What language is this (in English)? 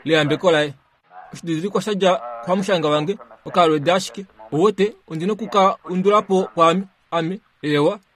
Kuanyama